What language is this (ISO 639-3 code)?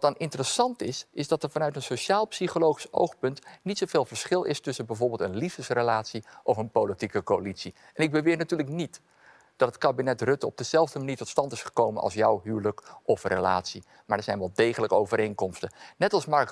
nld